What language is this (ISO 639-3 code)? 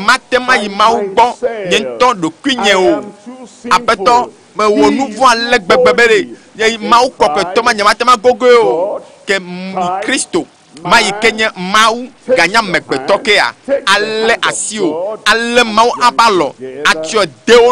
ewe